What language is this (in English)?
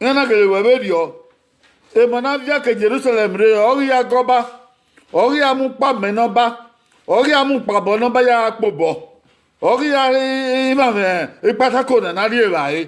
Bini